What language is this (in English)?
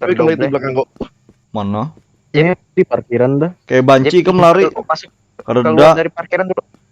Banjar